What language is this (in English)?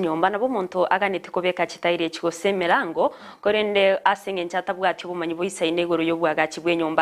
Gusii